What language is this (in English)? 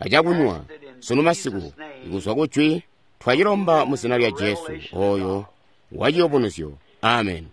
Tonga (Zambia)